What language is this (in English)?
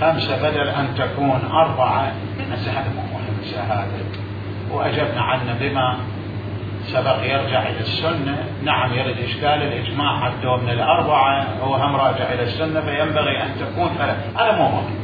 Mesopotamian Arabic